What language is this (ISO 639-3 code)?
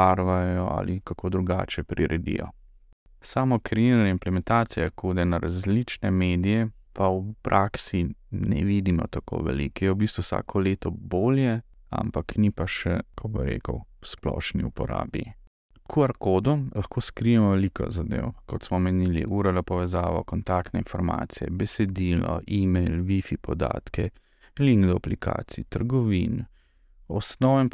slv